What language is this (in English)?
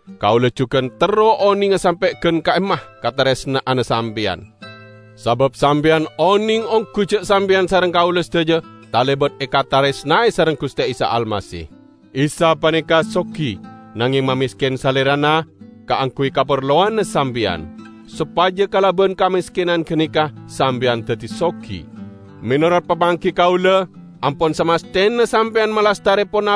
Madurese